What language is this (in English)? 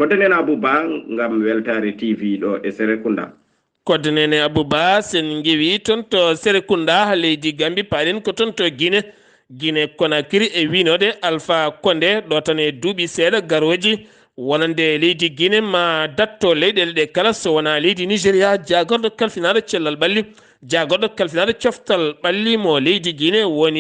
Fula